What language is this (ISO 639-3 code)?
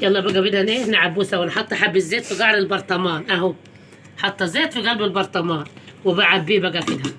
arz